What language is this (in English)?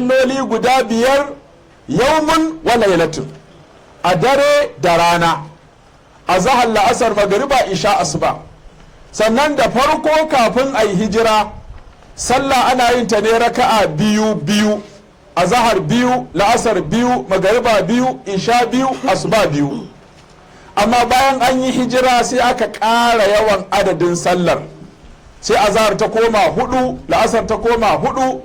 Hausa